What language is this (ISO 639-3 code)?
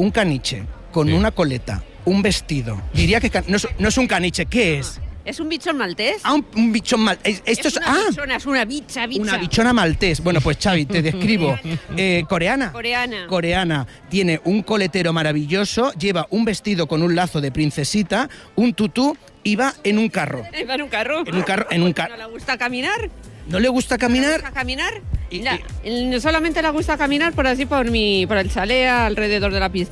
spa